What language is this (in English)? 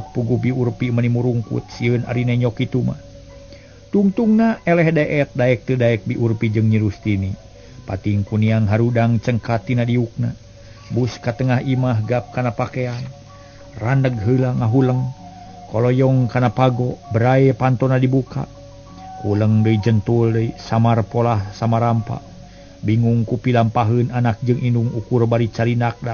Sundanese